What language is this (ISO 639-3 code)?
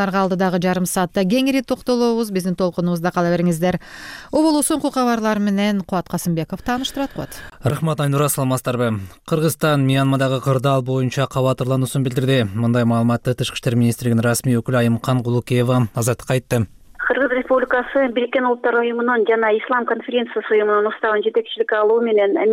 kir